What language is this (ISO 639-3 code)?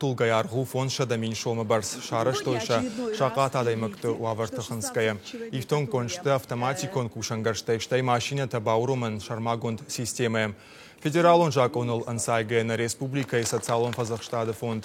oss